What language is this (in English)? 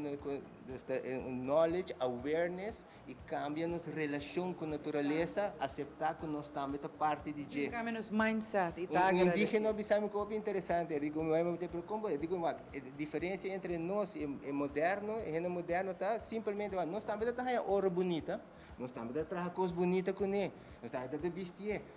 Papiamento